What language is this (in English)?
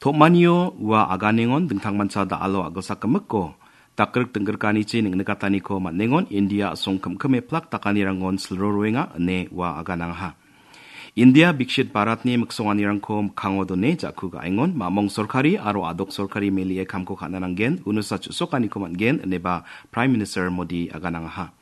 Garo